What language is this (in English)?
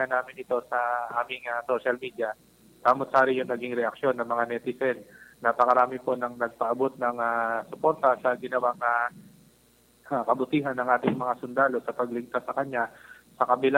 Filipino